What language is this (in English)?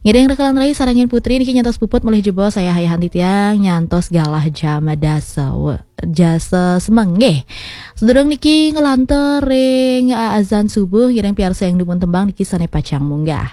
Balinese